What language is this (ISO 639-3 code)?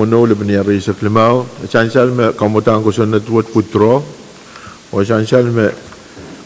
pon